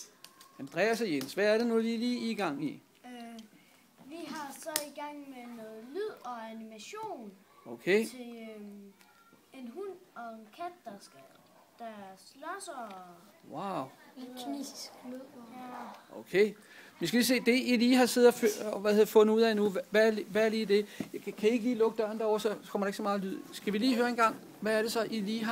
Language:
Danish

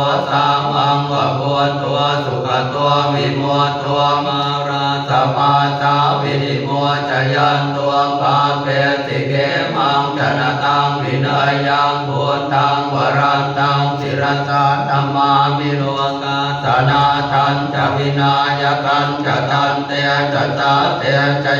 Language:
Pali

